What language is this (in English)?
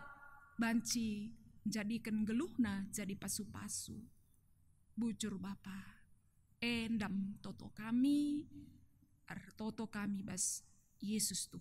Batak Karo